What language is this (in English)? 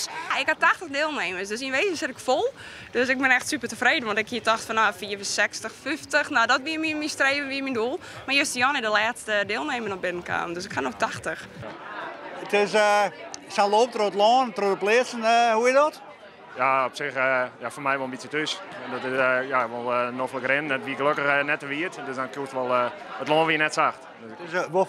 Western Frisian